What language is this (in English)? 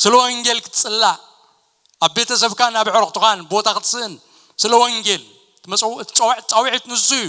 Tigrinya